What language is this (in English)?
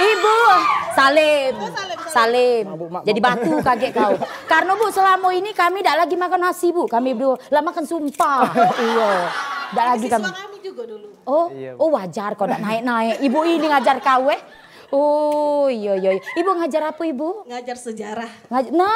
Musi